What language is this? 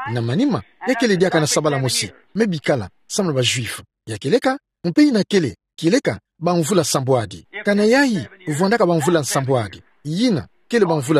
Kituba (Democratic Republic of Congo)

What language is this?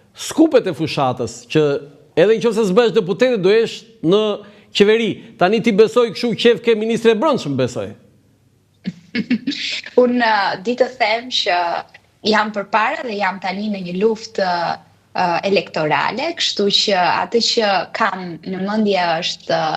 Albanian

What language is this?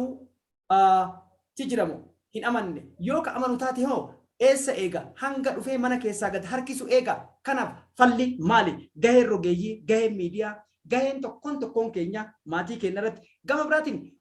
Oromo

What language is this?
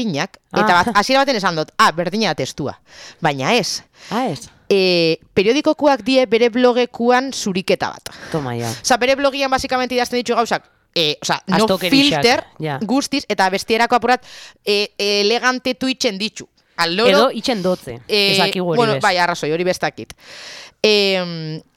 Basque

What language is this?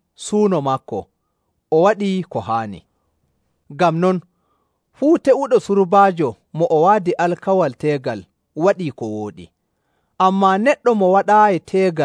Nigerian Fulfulde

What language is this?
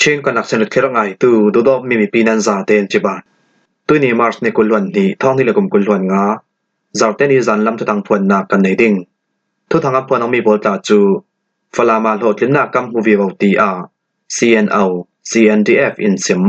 Falam Chin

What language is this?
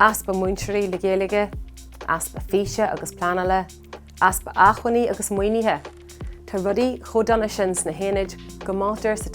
Irish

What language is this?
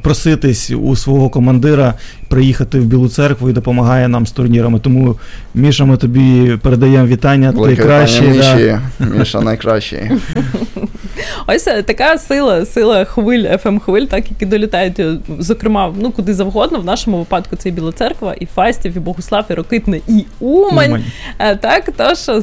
Ukrainian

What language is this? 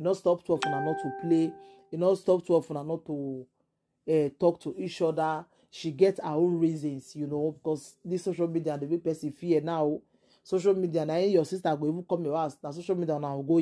Nigerian Pidgin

